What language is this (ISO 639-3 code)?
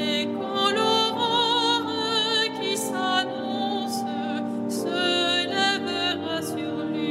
fra